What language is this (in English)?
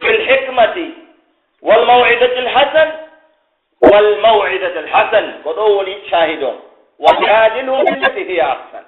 Pular